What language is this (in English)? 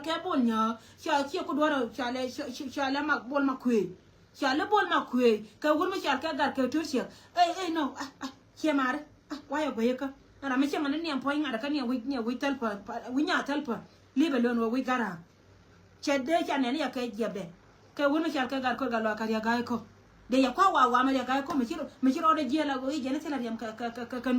Nuer